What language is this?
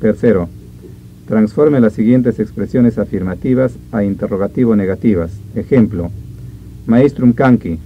Ayacucho Quechua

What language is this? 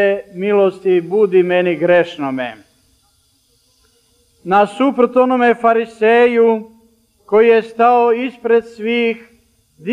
Serbian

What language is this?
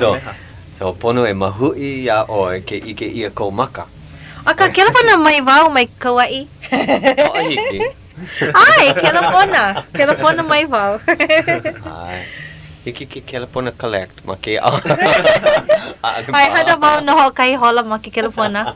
Hawaiian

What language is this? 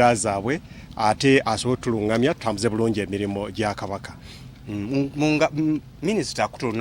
Ganda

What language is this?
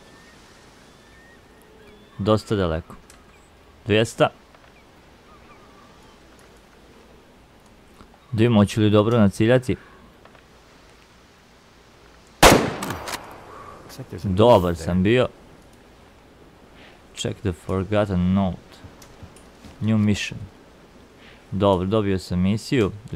Croatian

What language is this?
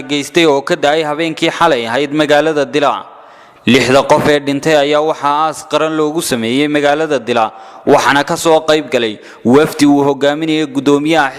Somali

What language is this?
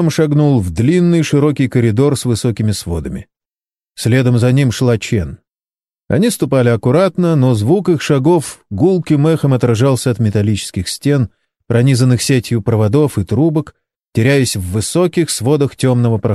Russian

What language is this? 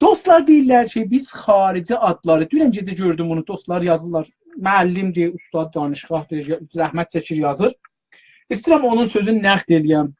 South Azerbaijani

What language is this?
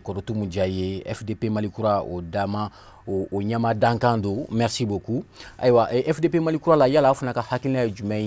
Bambara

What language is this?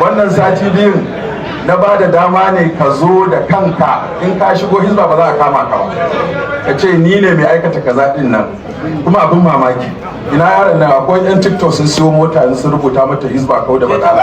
Hausa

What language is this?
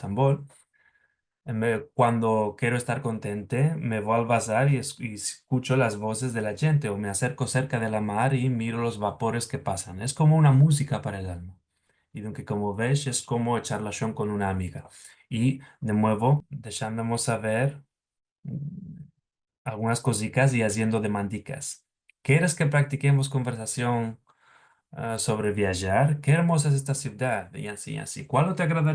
Ladino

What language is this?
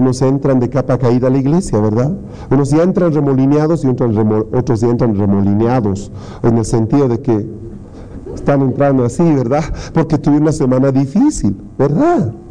Spanish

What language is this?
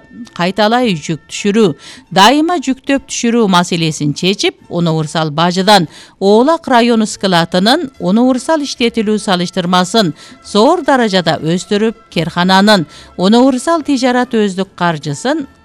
Kyrgyz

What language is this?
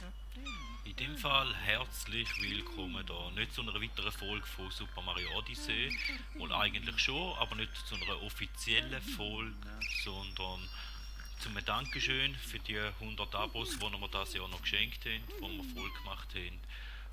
Swiss German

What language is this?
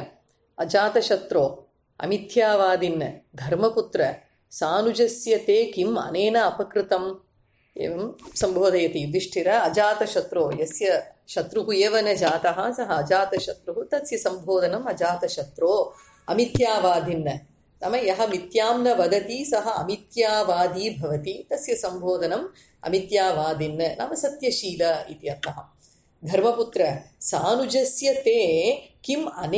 Sanskrit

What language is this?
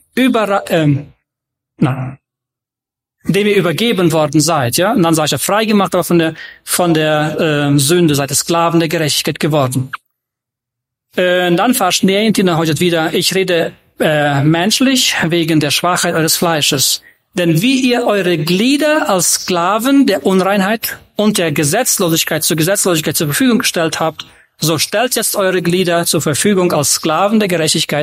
German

